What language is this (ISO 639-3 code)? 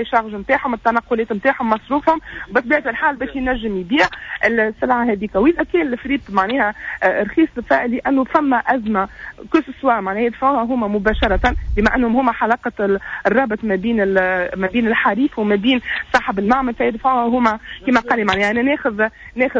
aeb